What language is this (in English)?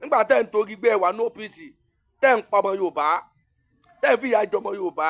Yoruba